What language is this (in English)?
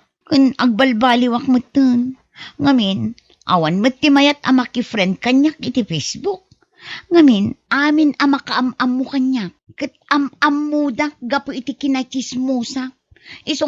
Iloko